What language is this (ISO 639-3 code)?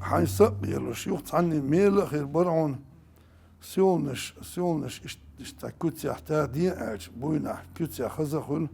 che